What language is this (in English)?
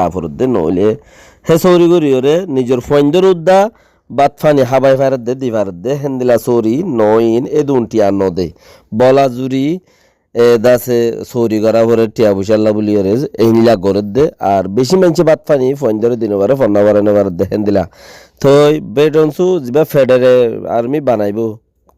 Rohingya